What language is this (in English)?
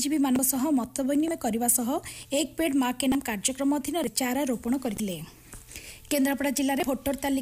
Odia